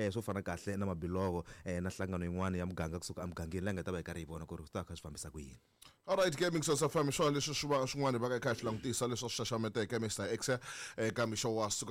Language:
Tsonga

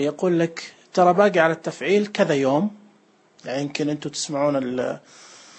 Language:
Najdi Arabic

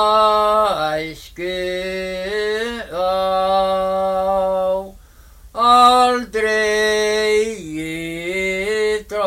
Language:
Icelandic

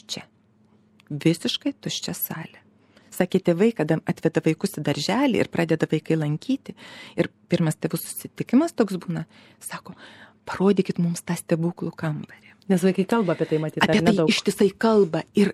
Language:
Lithuanian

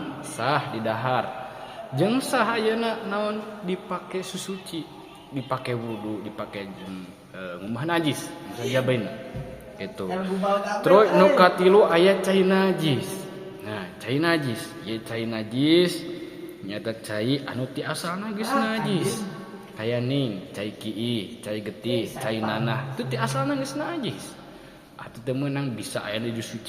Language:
Sundanese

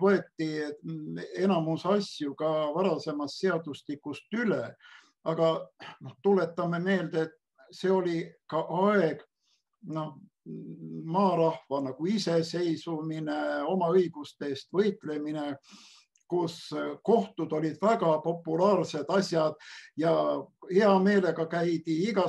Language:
Estonian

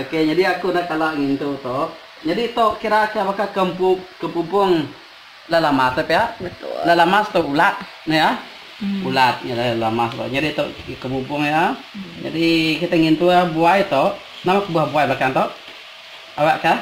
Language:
Iban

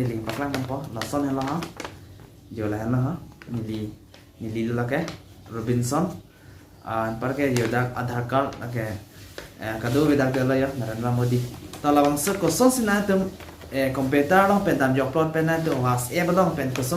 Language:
Karbi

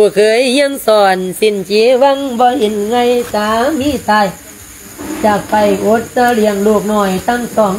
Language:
Lao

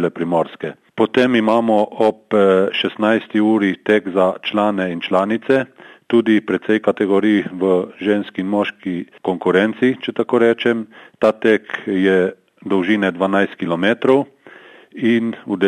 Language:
Slovenian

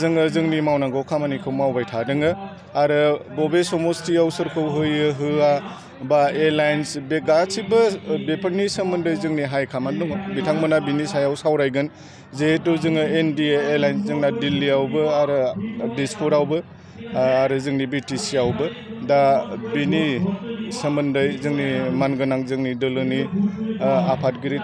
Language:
Bodo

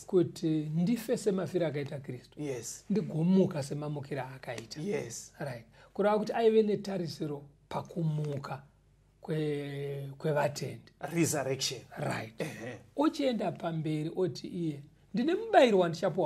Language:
Shona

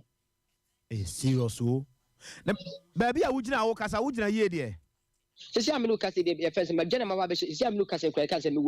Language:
Akan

